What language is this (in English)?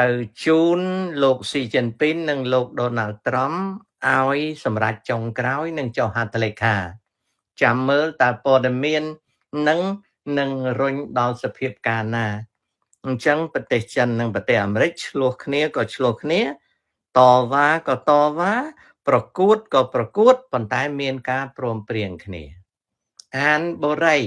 Khmer